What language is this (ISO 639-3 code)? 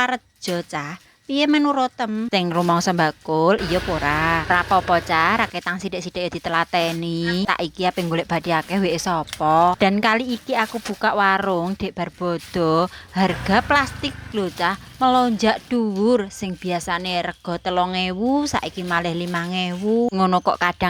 jav